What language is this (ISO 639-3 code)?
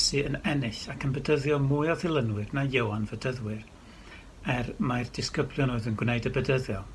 cym